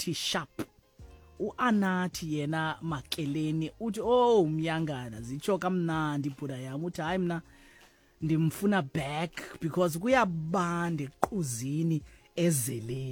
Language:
Xhosa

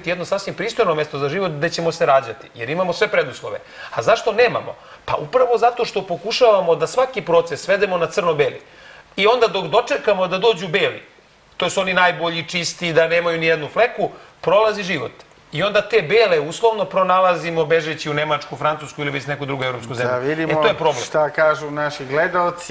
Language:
Serbian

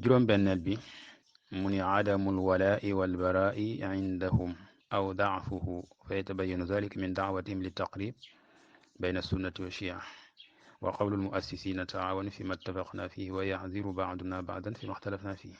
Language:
Wolof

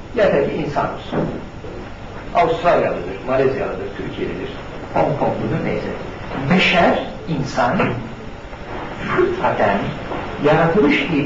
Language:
Turkish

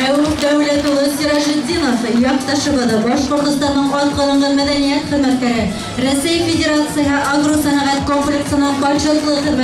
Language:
Bashkir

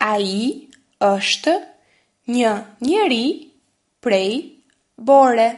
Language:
Albanian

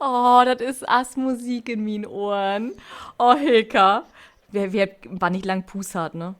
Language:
Low German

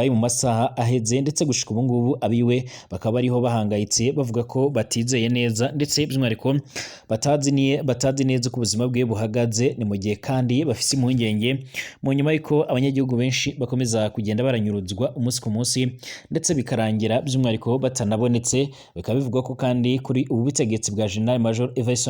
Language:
Rundi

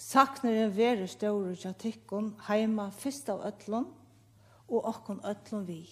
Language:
Faroese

